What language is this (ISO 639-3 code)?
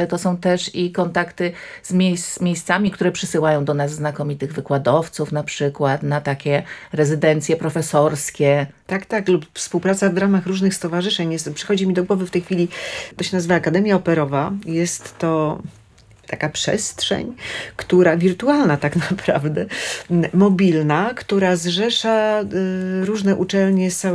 pol